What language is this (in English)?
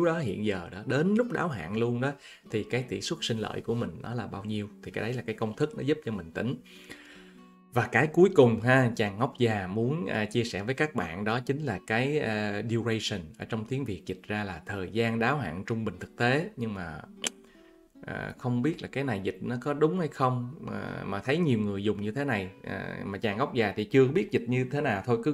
Vietnamese